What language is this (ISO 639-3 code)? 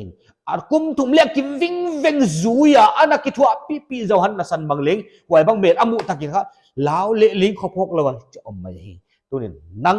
pck